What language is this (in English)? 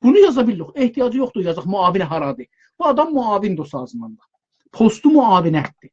South Azerbaijani